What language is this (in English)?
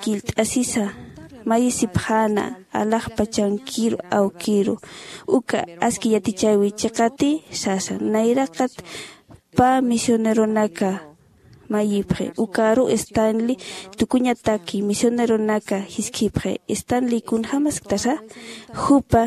Aymara